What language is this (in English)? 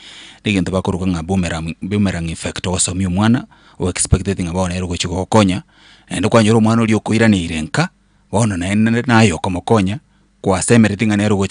Gusii